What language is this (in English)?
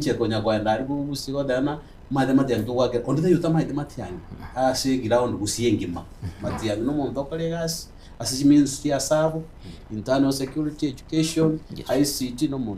Gusii